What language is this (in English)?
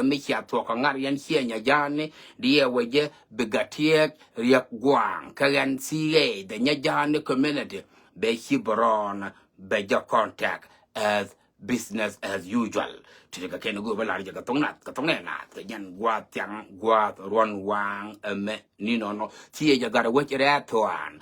Nuer